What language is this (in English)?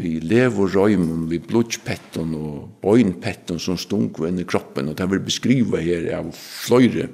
Faroese